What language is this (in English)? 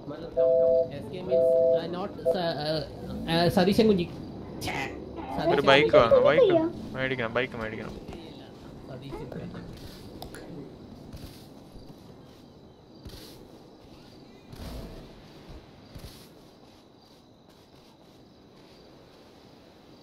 Malayalam